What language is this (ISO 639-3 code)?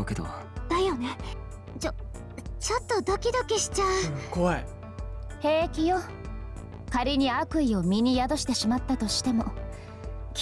jpn